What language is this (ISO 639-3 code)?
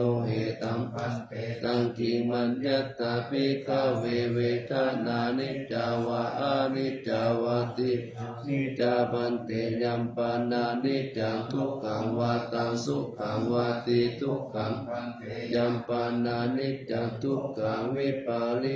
pli